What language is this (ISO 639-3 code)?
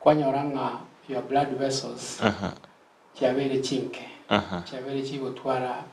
guz